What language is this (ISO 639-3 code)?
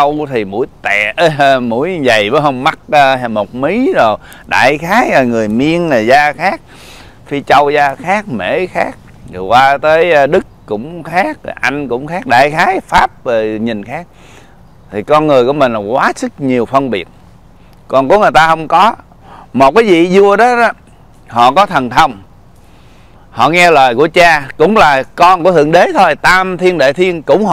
vie